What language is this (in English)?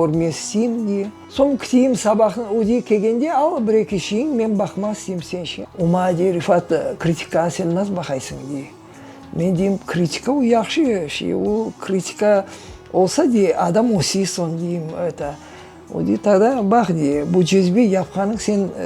Crimean Tatar